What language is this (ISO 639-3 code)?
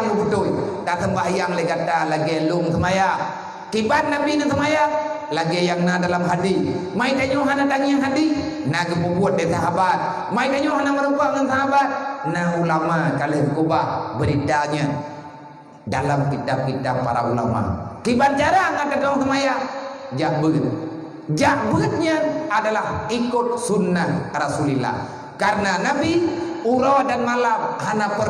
ace